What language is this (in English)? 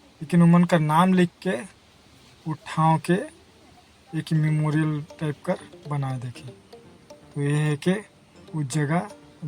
Sadri